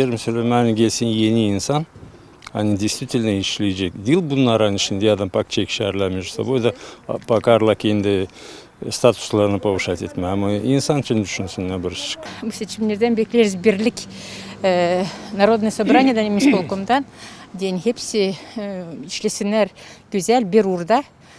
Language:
Gagauz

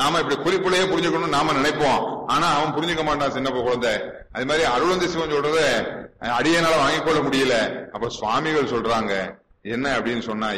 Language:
Tamil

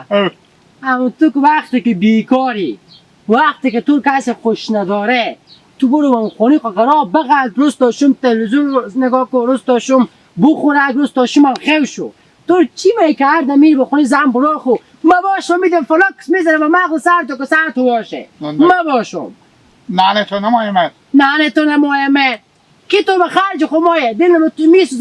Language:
Hazaragi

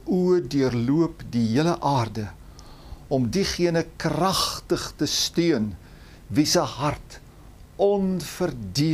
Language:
Afrikaans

